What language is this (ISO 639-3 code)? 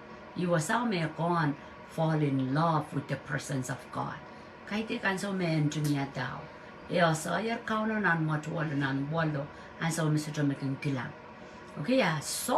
pon